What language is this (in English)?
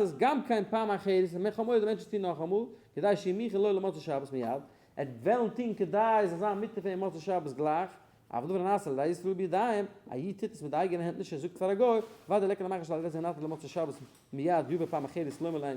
Yiddish